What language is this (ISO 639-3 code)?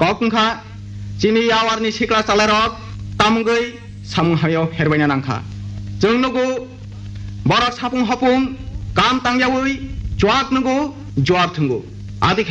trp